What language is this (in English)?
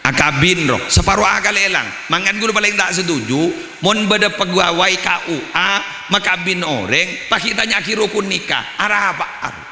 Madurese